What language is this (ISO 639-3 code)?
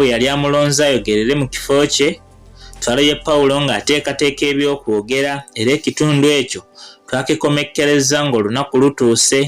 lug